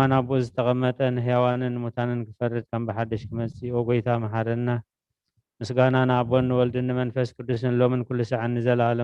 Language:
Tigrinya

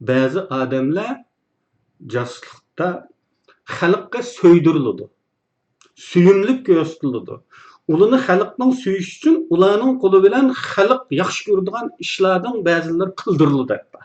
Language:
Uyghur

